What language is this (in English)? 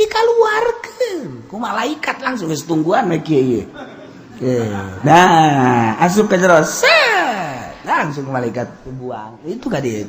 Sundanese